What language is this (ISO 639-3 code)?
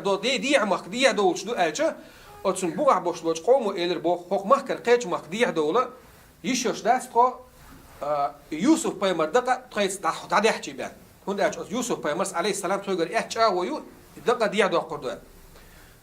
che